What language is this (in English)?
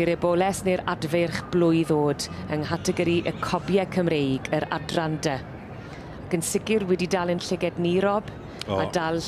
Welsh